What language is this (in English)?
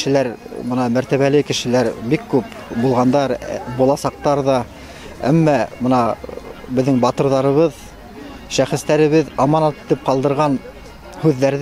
Bashkir